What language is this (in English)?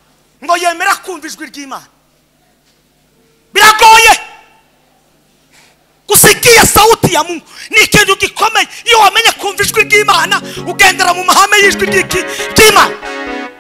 Kinyarwanda